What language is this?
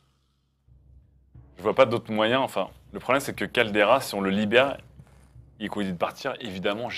French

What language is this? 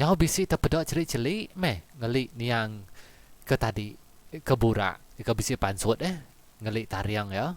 Iban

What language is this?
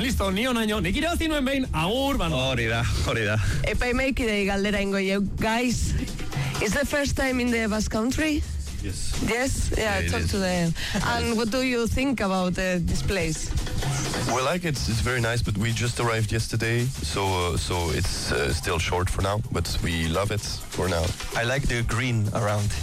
Basque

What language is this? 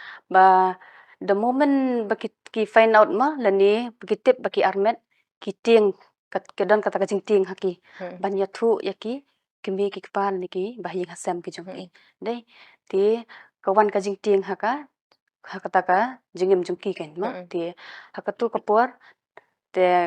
Khasi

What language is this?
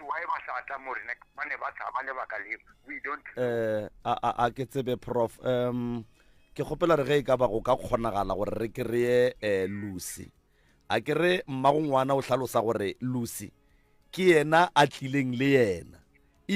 Northern Sotho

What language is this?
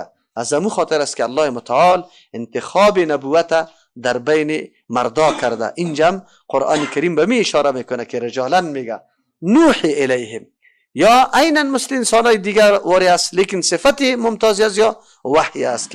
Persian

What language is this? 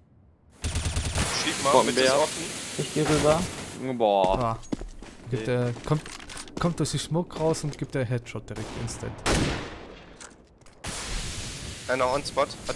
German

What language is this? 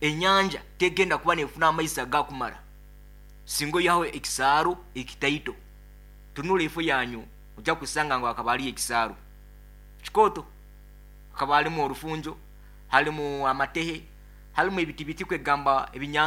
Nyankole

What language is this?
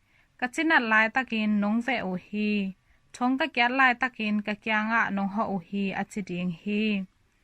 Tedim Chin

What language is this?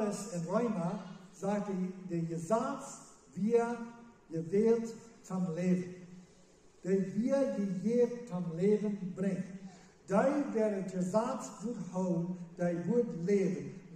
Plautdietsch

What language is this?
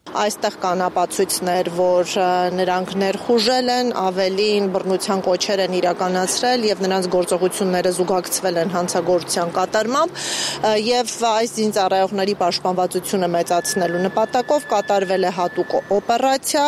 Armenian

